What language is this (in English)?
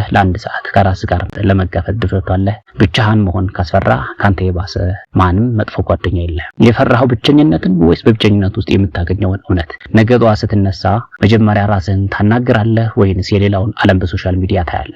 Amharic